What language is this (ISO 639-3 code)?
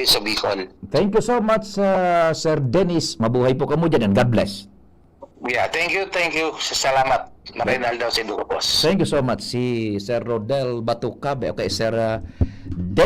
bik